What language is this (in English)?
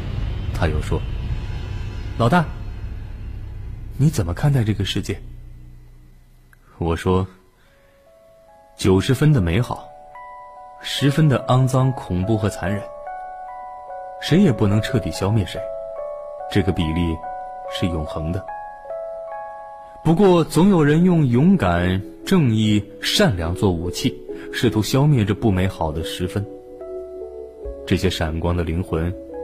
Chinese